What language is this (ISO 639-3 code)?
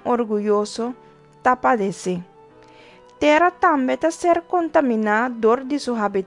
pap